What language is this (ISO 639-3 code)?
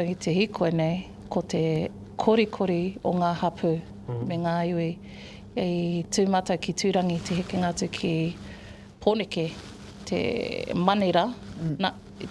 mri